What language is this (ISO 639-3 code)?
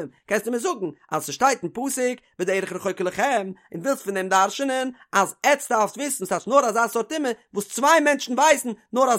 yid